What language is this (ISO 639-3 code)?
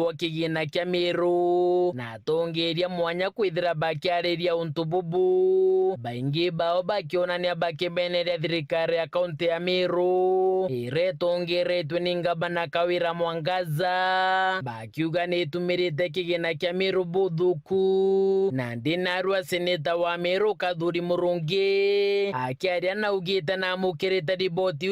mer